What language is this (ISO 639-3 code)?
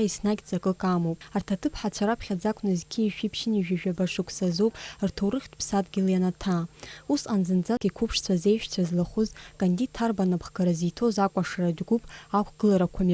abk